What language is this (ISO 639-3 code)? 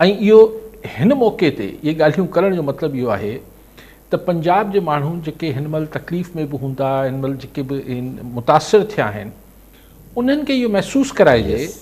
snd